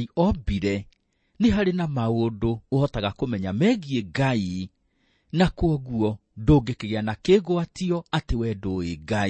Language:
Kikuyu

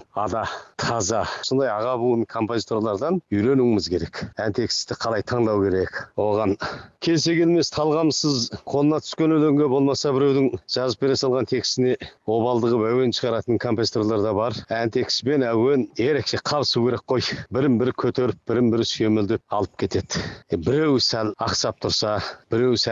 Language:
Kazakh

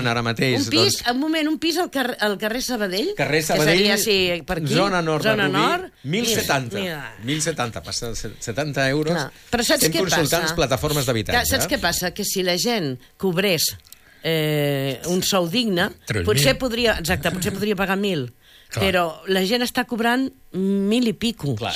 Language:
Catalan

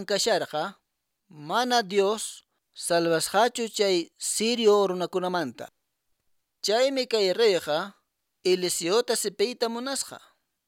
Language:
Quechua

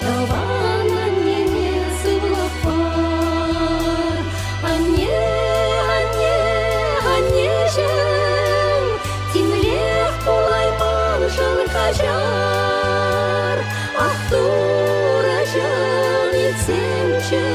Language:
Chuvash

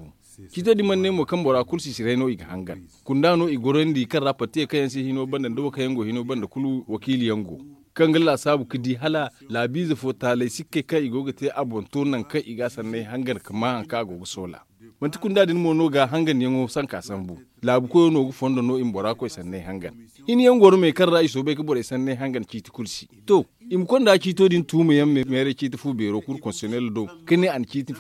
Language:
Zarma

